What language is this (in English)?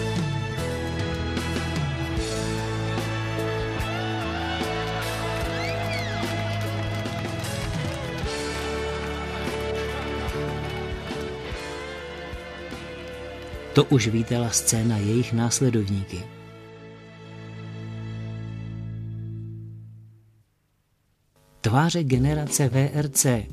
Czech